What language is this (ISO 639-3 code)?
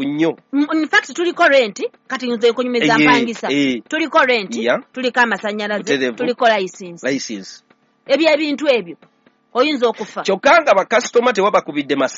lug